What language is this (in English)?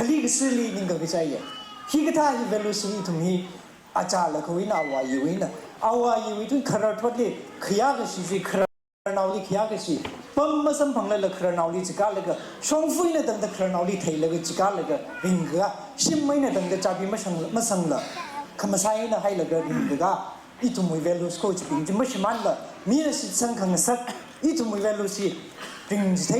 Tangkhul Naga (India)